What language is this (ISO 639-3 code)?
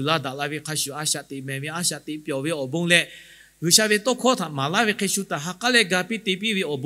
lhu